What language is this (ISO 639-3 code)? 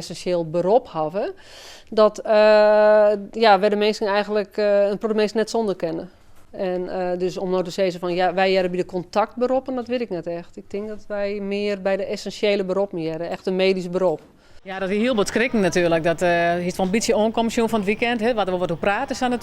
fry